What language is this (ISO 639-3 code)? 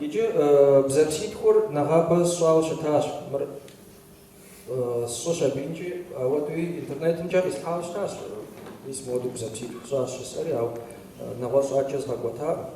kbd